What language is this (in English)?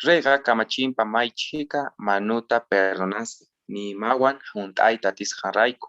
Quechua